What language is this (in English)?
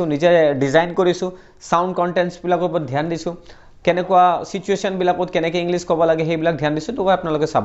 Assamese